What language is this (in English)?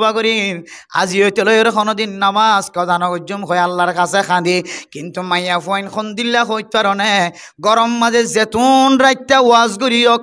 Rohingya